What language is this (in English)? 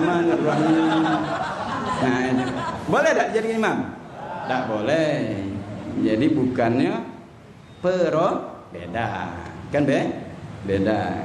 Musi